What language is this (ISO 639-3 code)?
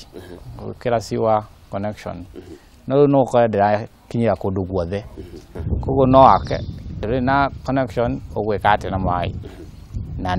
kik